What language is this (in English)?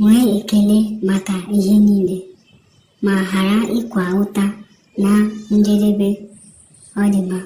Igbo